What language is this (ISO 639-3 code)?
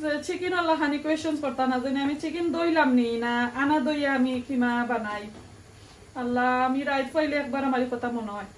syl